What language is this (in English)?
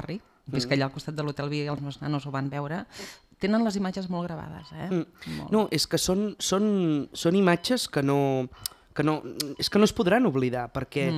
Catalan